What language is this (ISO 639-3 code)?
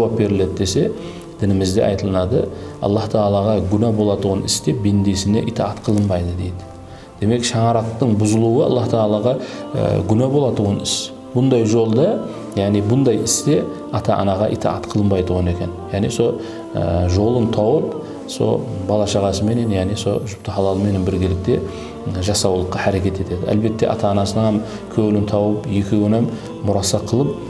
kaa